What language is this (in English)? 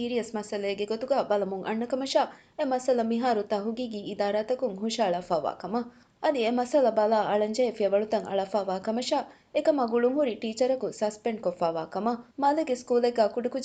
Divehi